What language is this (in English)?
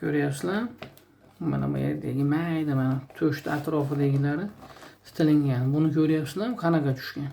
Uzbek